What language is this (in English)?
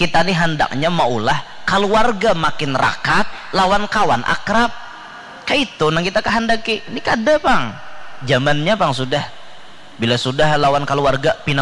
Banjar